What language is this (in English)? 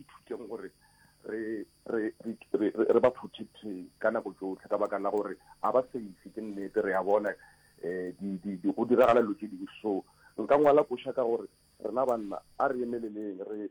Northern Sotho